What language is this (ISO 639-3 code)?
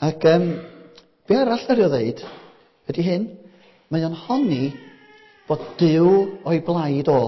cym